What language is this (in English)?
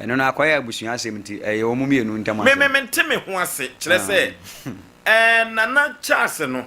Akan